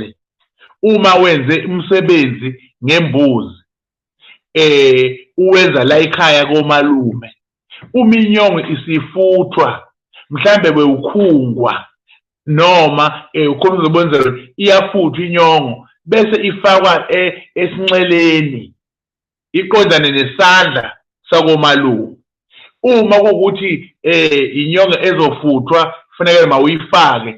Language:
Zulu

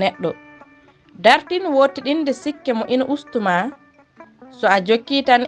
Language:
Fula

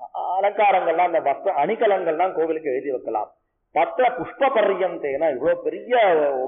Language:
Tamil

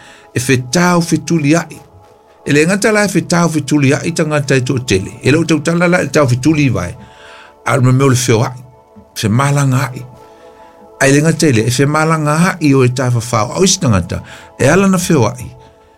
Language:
Samoan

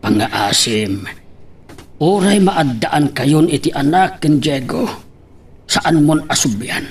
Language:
Iloko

